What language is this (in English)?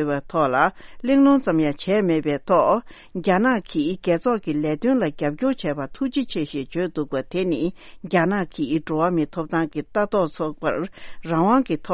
Tibetan